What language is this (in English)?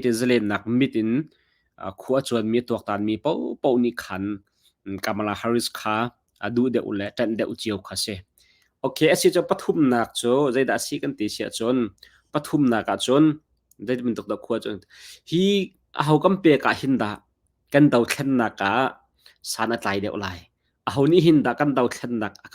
Hakha Chin